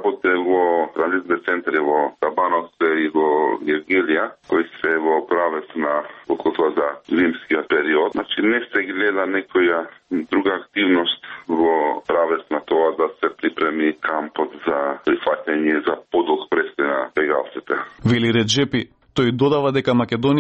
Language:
Macedonian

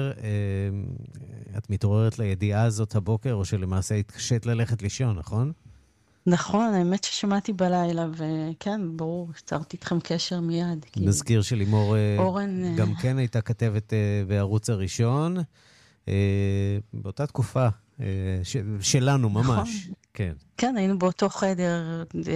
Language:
Hebrew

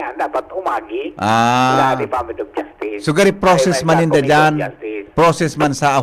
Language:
Bikol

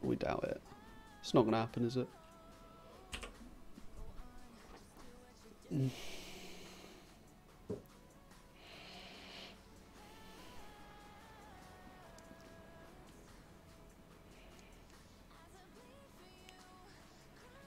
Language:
English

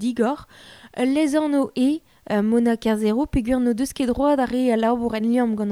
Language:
Breton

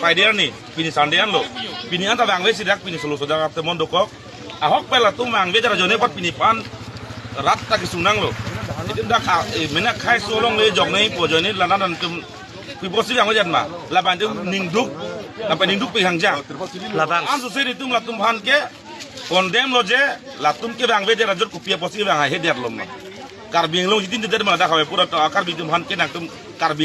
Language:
Karbi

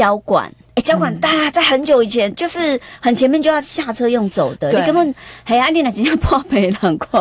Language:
Chinese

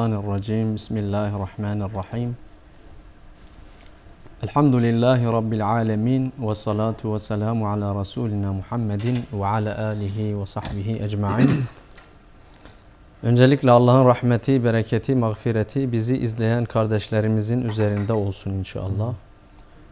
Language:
Turkish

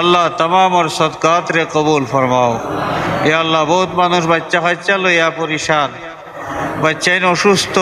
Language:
Sylheti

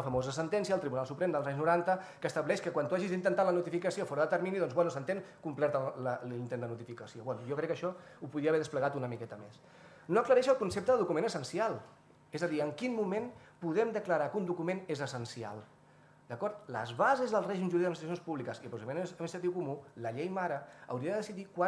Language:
Catalan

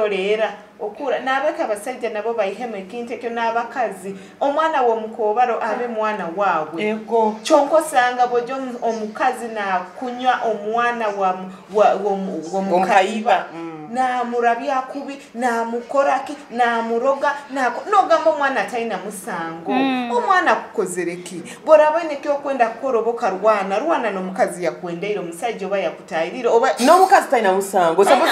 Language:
Nyoro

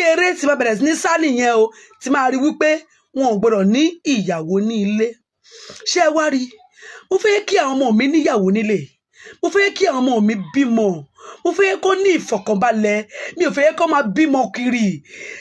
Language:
Yoruba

